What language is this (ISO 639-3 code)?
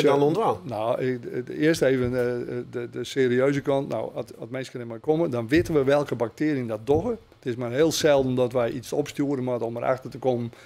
fry